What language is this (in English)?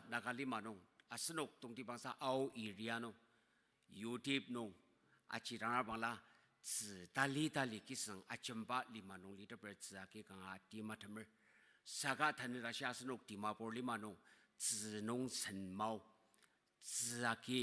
Ao Naga